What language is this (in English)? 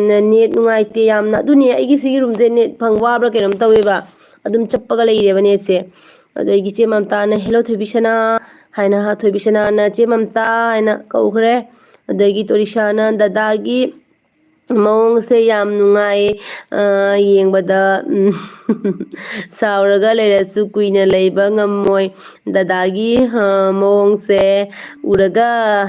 Manipuri